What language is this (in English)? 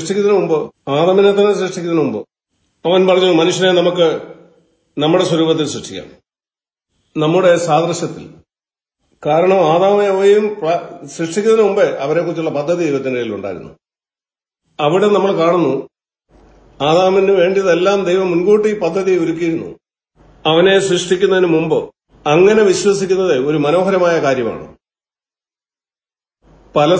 Malayalam